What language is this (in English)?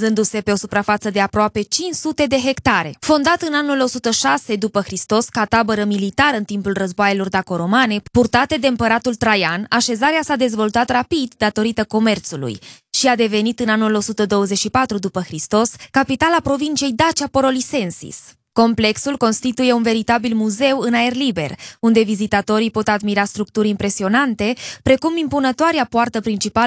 Romanian